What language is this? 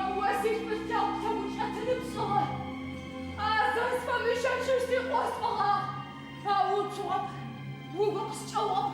Adyghe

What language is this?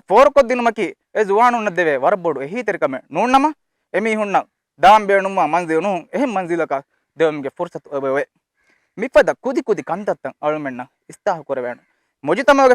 Divehi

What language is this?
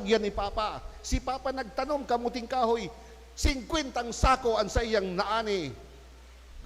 Bikol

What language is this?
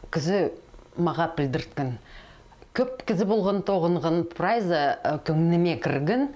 Khakas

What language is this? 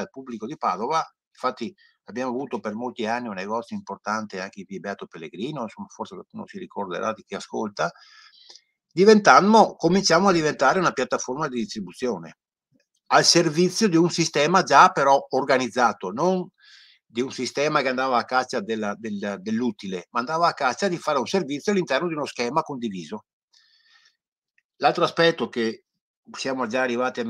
Italian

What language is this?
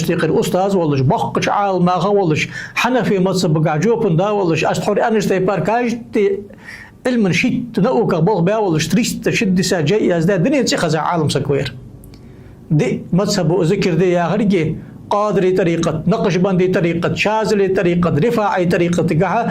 Ingush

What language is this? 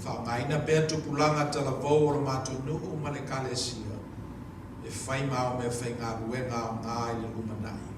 Samoan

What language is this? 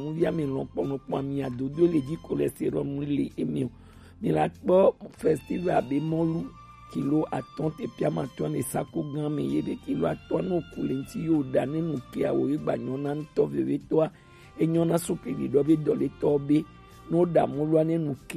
Gen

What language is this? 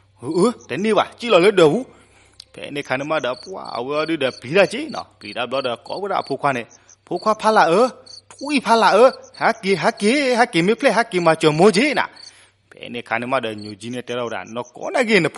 S'gaw Karen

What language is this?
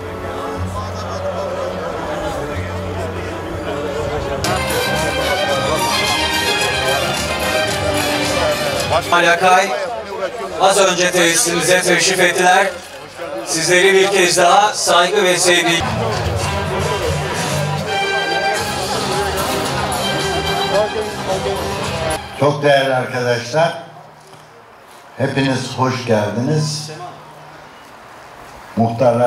Turkish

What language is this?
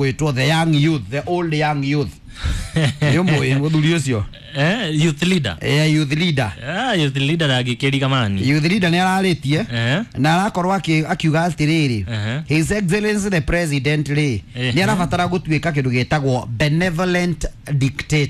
Kikuyu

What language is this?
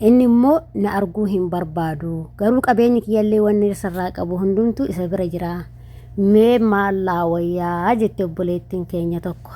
Oromo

